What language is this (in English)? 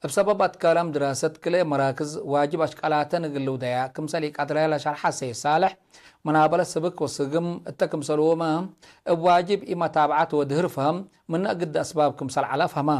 Tigre